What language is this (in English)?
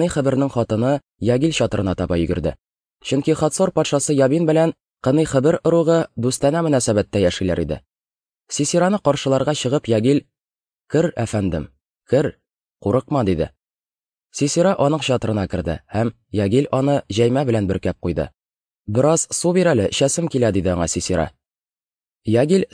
Tatar